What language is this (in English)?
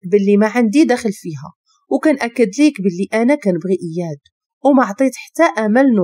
Moroccan Arabic